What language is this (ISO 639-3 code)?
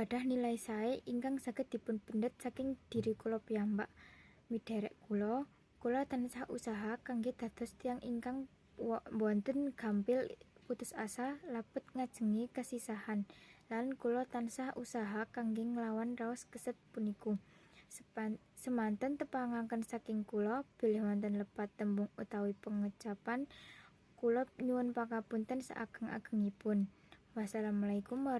jav